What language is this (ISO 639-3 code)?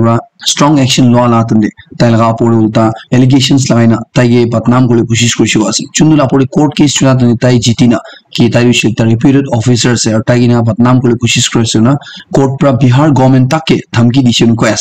nag